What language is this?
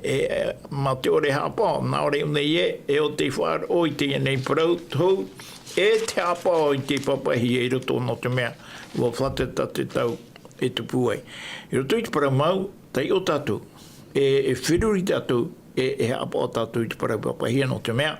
Tahitian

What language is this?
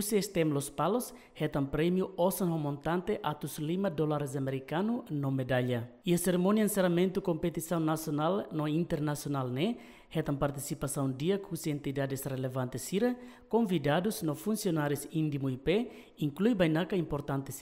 Tetum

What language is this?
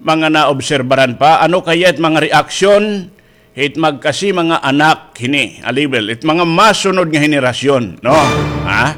Waray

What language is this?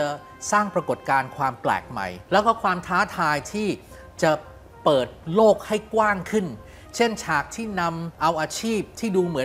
Thai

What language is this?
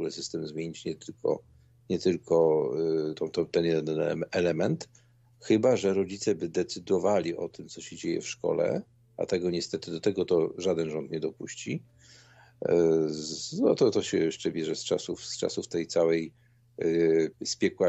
Polish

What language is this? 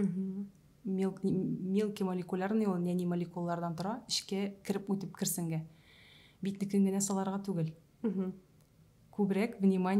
Tatar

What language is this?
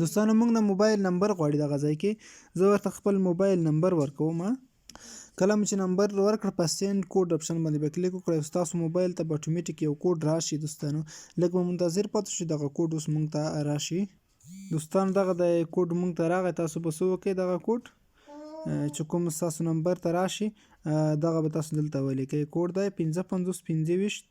Pashto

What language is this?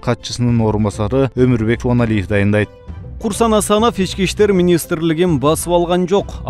Kyrgyz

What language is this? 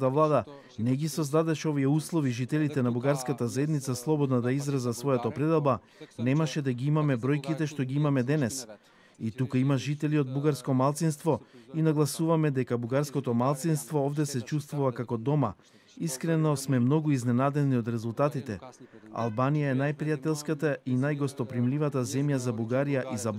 Macedonian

